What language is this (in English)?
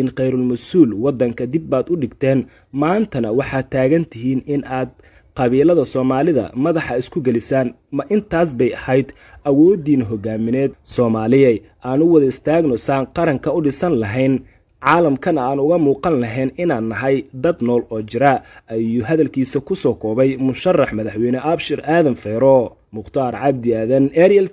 Somali